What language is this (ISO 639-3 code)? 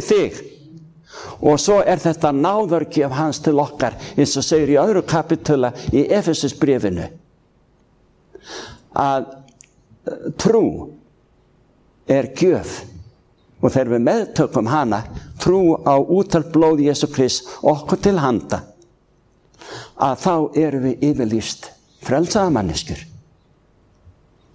isl